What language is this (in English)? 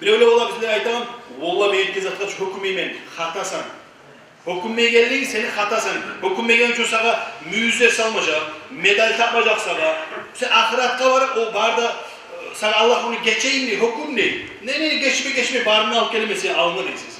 Kumyk